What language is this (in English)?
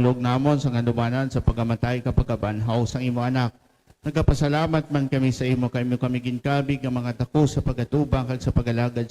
Hiligaynon